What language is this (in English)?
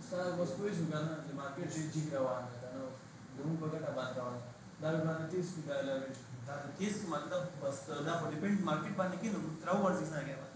Pashto